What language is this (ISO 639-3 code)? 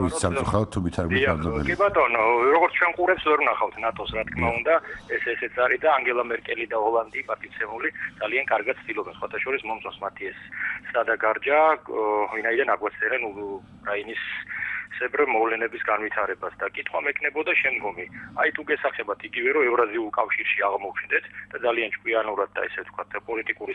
kat